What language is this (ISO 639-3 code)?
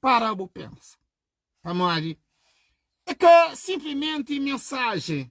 kea